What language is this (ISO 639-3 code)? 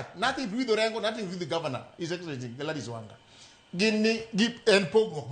luo